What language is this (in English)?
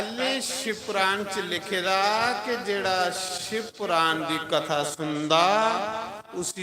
Dogri